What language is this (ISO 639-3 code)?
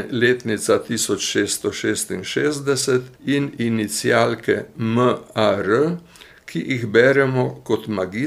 slv